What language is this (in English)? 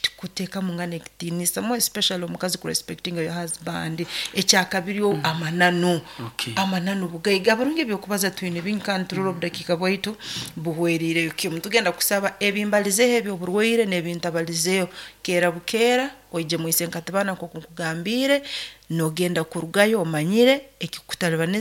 Nyoro